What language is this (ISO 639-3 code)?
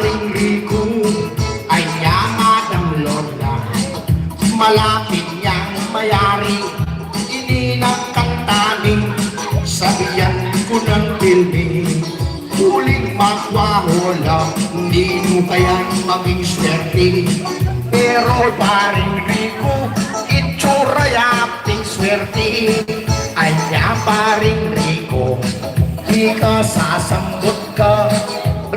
pam